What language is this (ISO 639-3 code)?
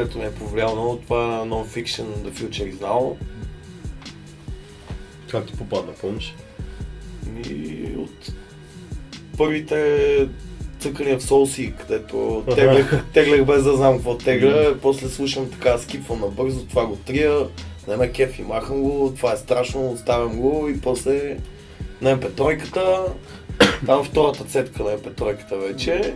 bul